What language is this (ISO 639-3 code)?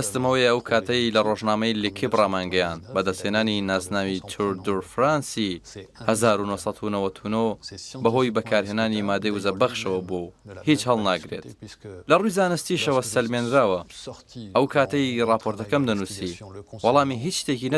ckb